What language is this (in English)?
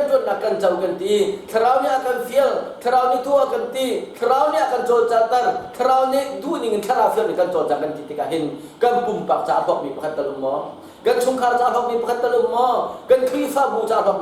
Hakha Chin